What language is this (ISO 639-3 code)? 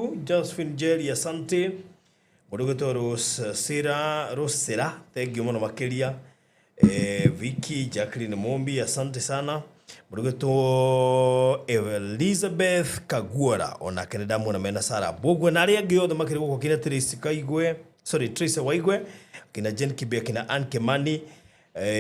kik